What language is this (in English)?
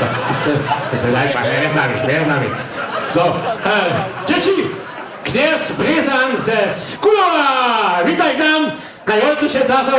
Upper Sorbian